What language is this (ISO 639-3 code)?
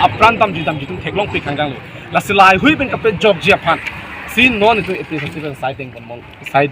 mjw